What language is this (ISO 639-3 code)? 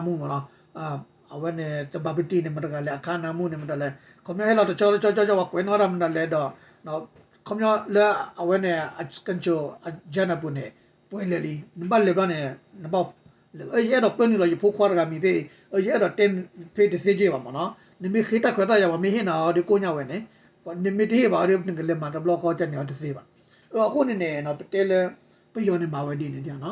ksw